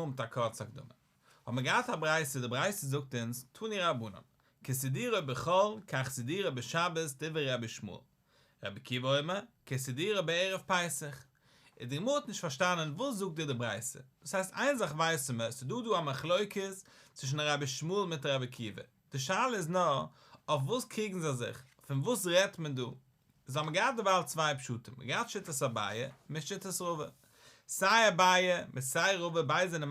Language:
Yiddish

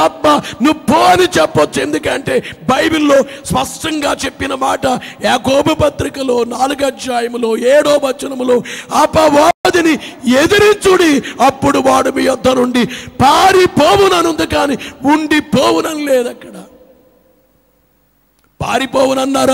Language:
Telugu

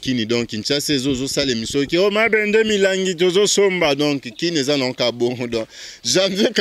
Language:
Lingala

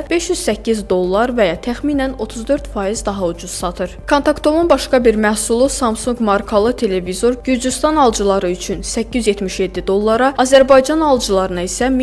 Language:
Azerbaijani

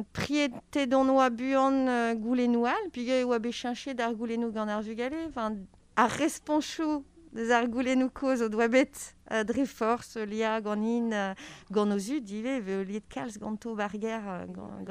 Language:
Breton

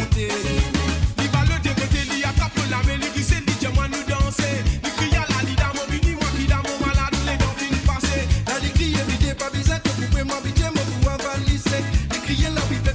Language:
Morisyen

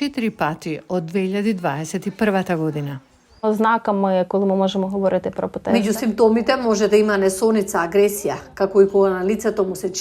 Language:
Macedonian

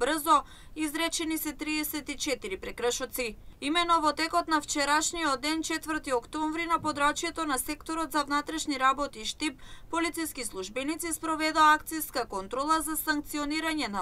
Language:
Macedonian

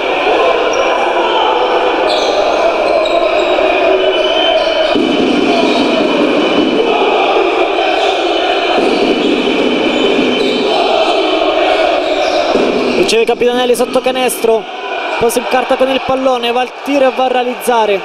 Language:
Italian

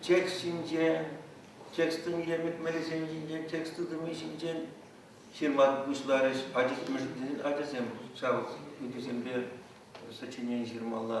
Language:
Chuvash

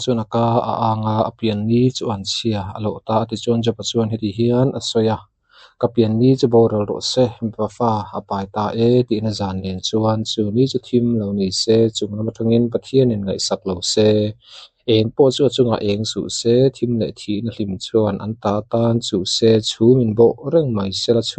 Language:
Mizo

